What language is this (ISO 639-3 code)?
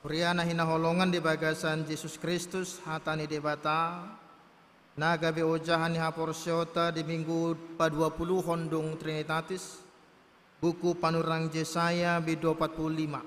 bbc